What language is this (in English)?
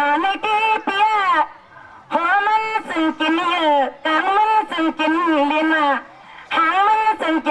Shan